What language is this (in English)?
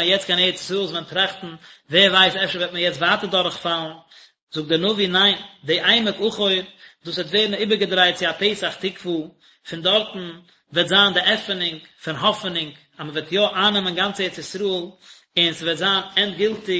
Yiddish